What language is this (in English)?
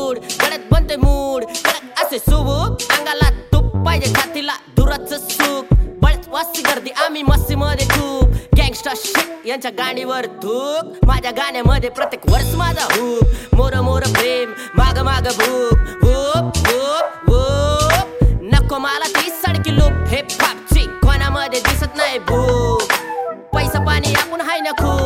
Marathi